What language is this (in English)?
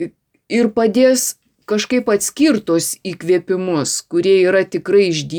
Lithuanian